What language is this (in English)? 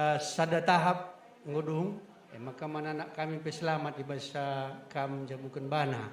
Batak Karo